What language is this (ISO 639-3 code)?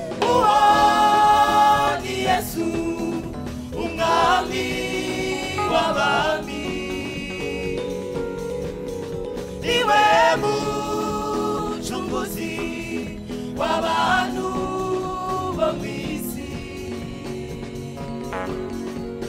kin